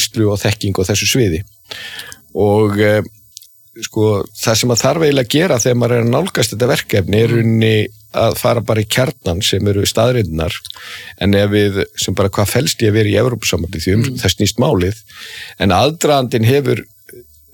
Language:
Icelandic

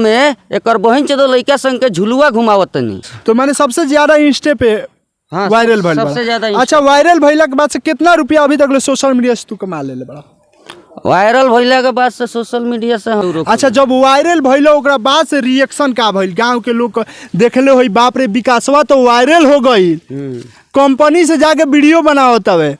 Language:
Bhojpuri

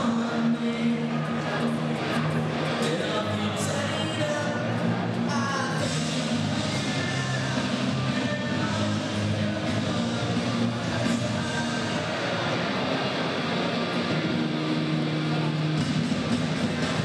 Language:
Hungarian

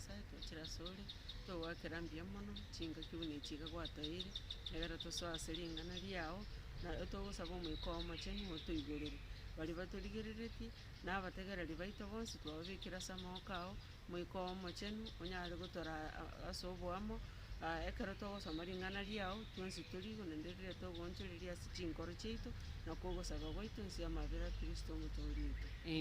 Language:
Gusii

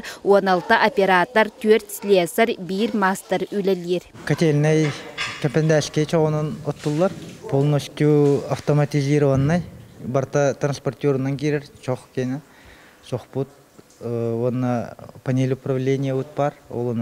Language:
Yakut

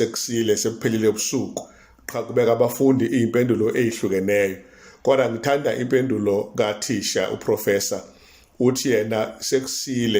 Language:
Zulu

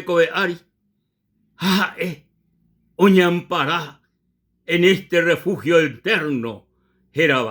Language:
Guarani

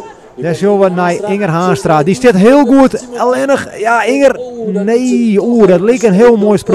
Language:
Western Frisian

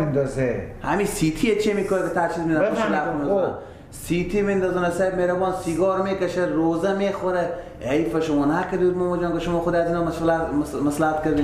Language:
Persian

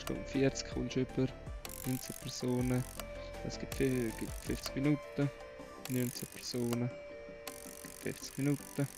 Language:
Swiss German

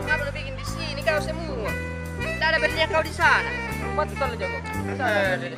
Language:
Makassar Malay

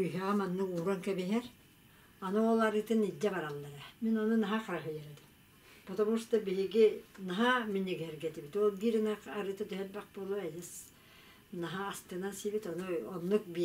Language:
Yakut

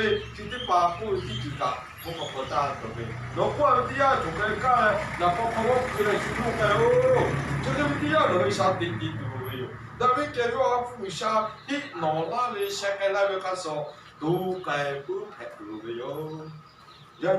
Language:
Lahu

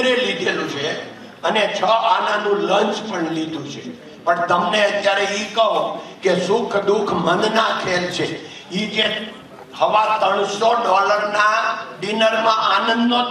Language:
Gujarati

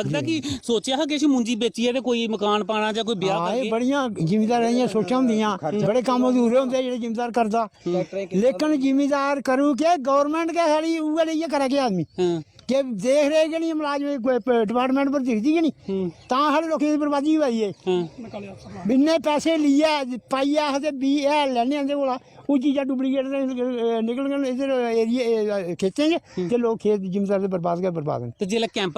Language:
Dogri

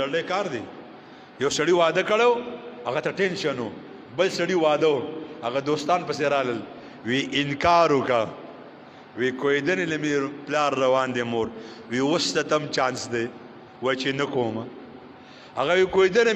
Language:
Pashto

